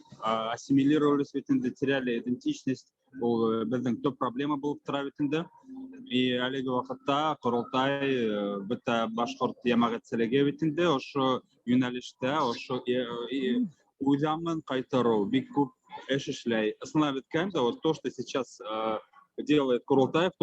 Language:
Bashkir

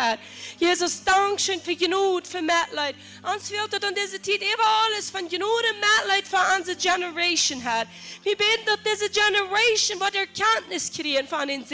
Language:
Plautdietsch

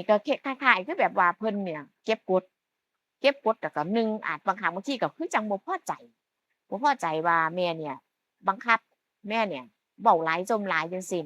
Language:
Northeastern Thai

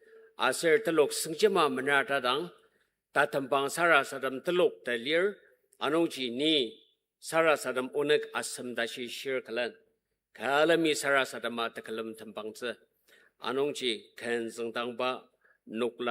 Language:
Ao Naga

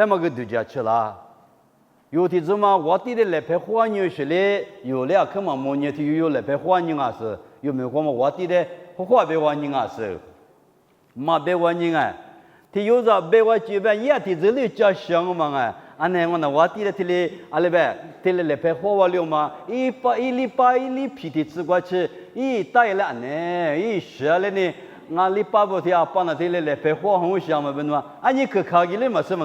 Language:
Lisu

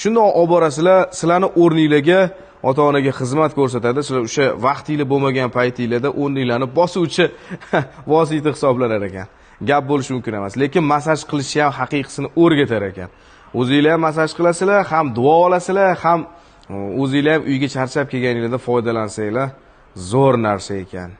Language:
Uzbek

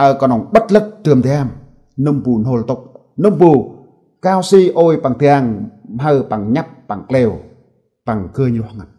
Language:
Central Mnong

